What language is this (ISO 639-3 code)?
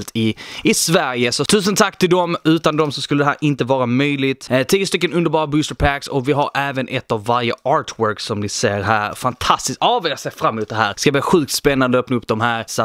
swe